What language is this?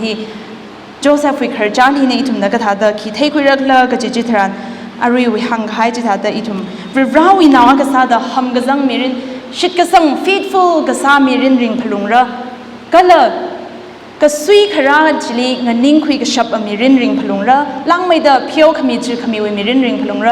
Tangkhul Naga (India)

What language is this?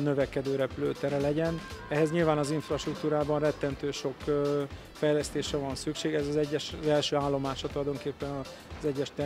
Hungarian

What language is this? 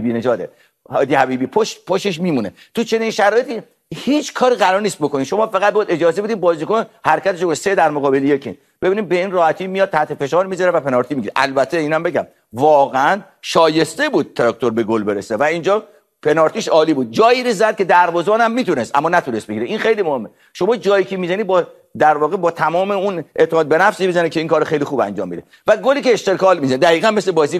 Persian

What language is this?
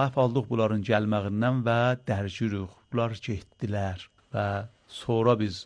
Azerbaijani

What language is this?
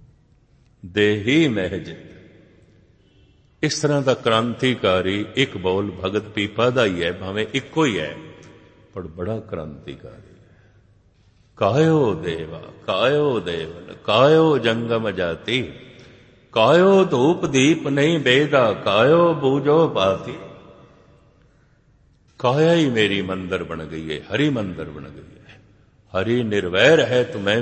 Punjabi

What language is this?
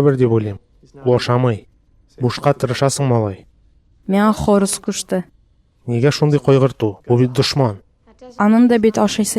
Tatar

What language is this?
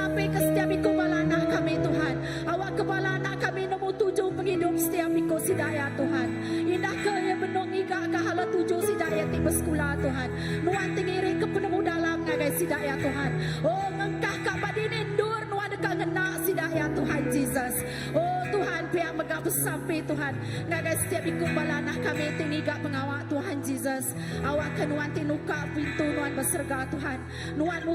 Iban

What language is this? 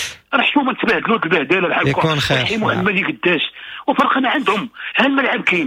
Moroccan Arabic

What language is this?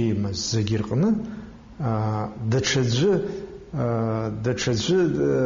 Abkhazian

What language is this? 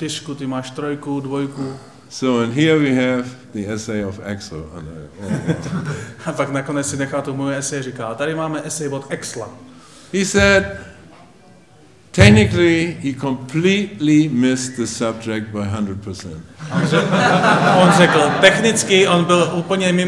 Czech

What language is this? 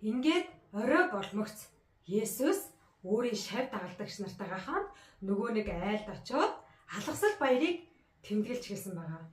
Mongolian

